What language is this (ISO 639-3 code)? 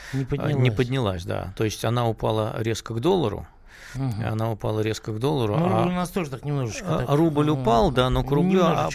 rus